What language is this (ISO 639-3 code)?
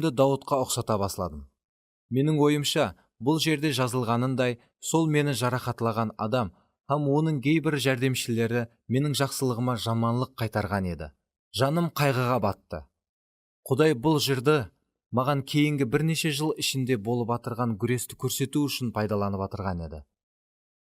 kaa